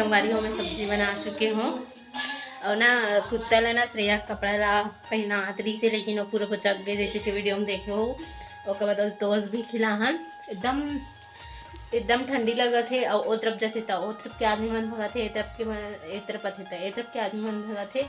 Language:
Chhattisgarhi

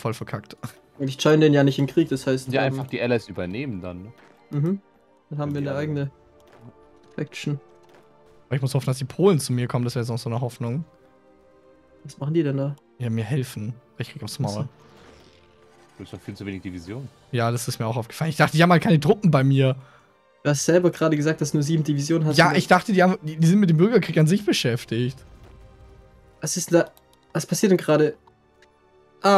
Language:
German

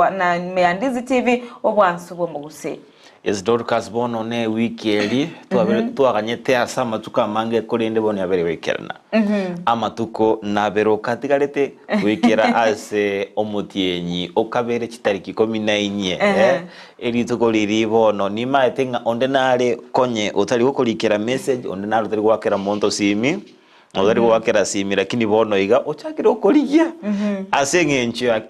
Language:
Gusii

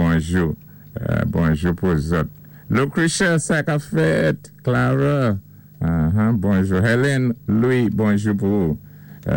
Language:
Saint Lucian Creole French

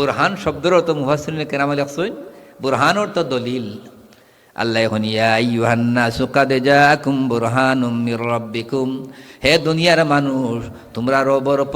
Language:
Sylheti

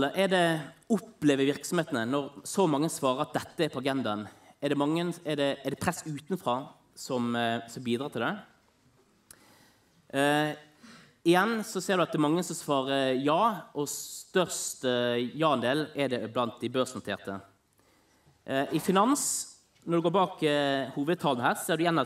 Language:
Norwegian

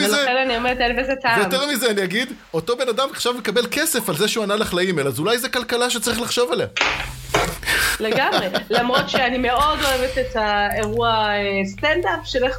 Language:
Hebrew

